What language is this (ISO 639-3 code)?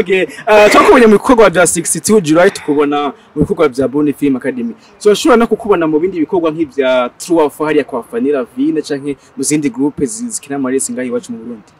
run